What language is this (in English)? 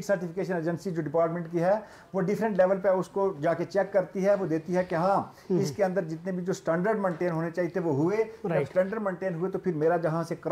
Hindi